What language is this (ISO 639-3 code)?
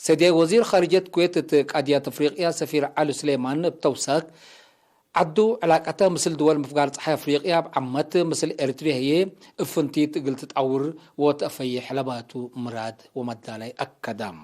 tig